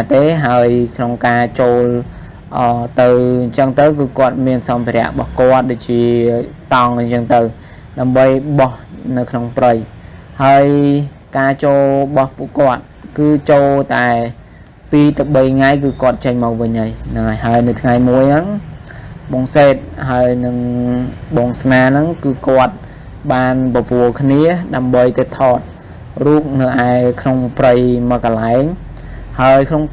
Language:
Khmer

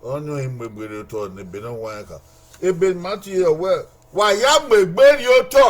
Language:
Bini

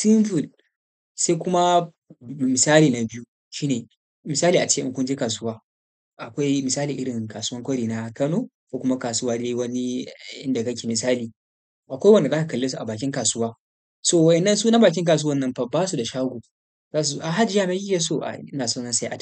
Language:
Hausa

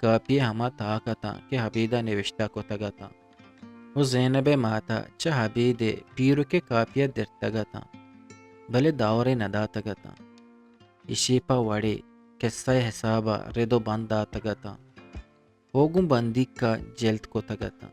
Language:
Eastern Balochi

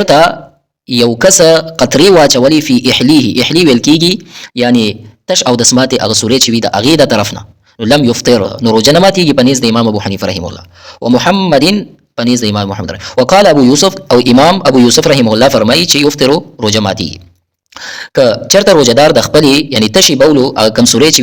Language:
Pashto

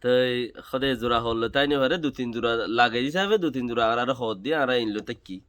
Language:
Rohingya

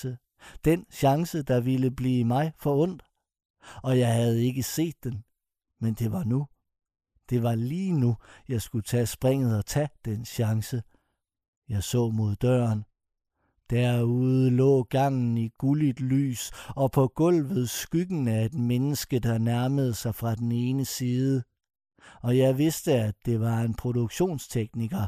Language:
Danish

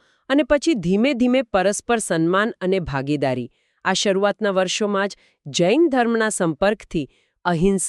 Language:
Gujarati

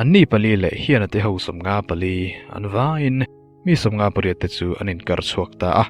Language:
Mizo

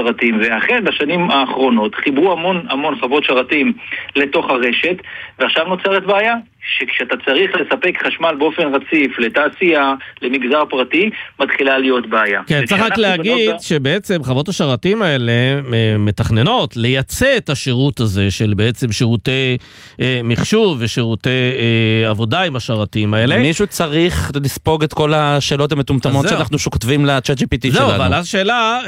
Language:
Hebrew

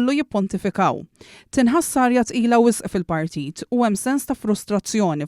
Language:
Maltese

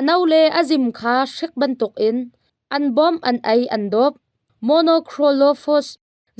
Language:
Hakha Chin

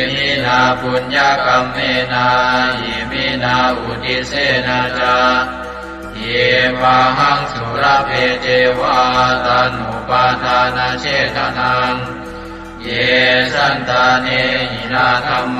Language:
Pali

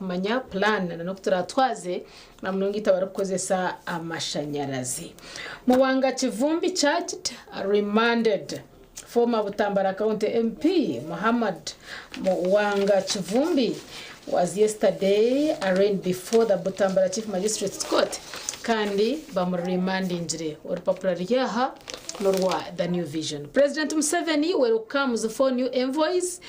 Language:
Nyankole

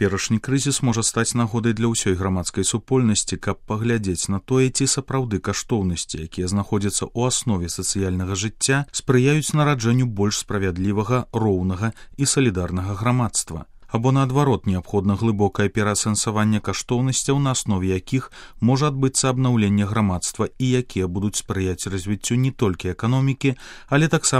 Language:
Belarusian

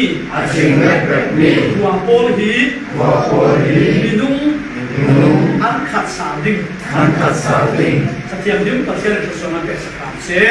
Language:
Falam Chin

